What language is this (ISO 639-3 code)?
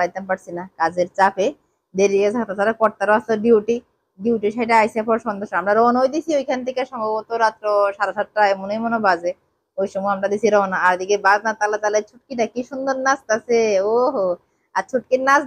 ben